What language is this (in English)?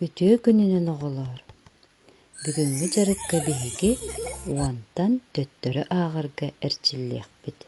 Yakut